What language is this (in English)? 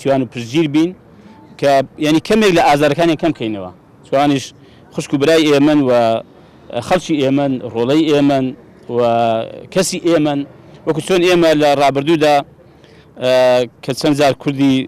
Central Kurdish